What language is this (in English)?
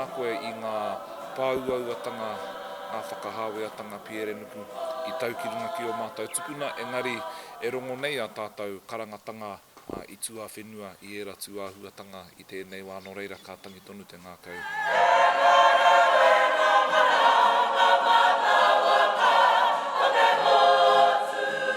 Māori